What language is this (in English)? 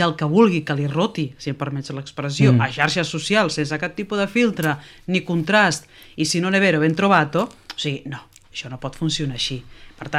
Catalan